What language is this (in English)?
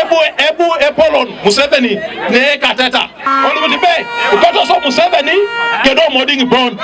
Teso